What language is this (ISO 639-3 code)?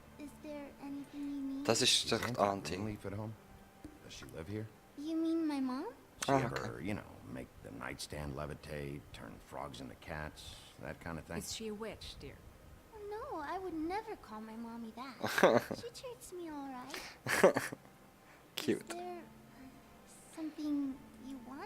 gsw